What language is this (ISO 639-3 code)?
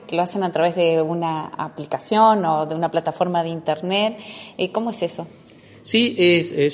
spa